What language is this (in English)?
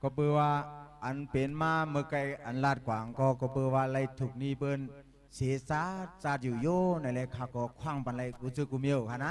Shan